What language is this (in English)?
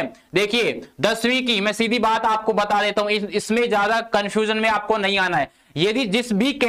Hindi